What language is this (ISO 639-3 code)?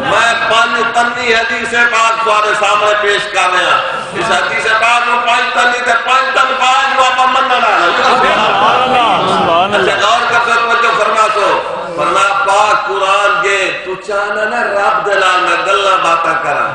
skr